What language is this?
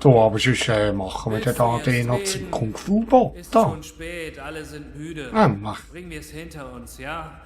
Swiss German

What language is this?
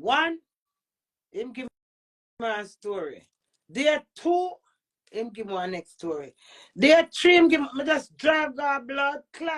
Jamaican Creole English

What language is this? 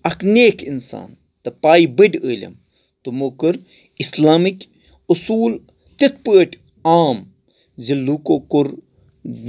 Kashmiri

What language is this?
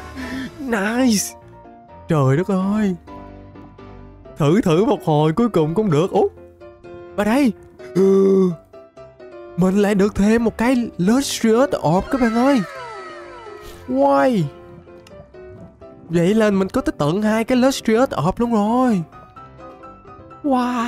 Vietnamese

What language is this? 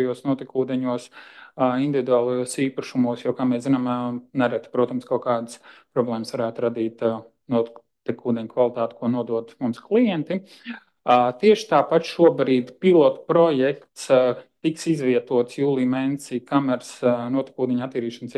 Latvian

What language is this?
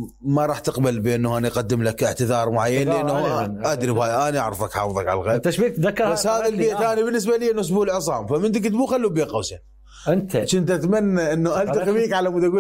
Mesopotamian Arabic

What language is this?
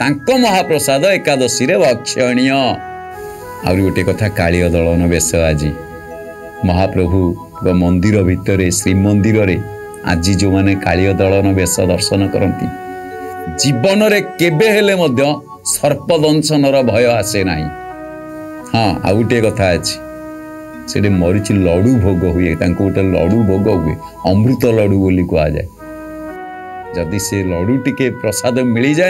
Odia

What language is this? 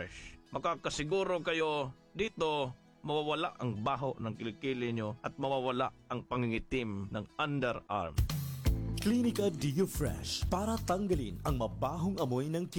Filipino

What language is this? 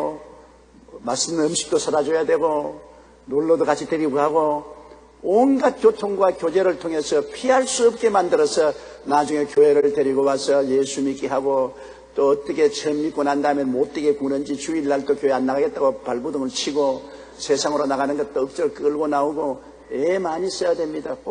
Korean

